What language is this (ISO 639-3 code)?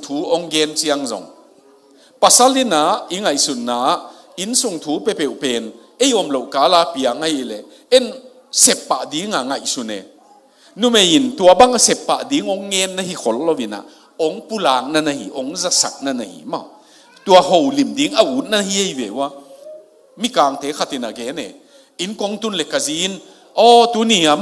ctd